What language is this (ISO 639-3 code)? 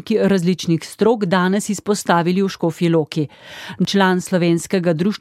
slv